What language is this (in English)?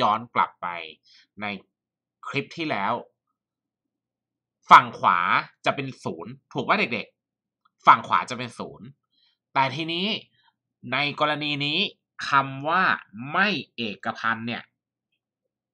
Thai